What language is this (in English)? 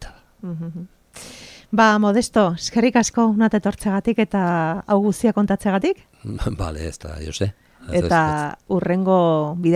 Basque